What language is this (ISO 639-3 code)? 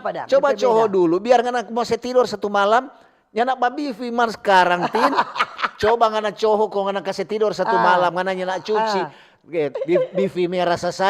xmm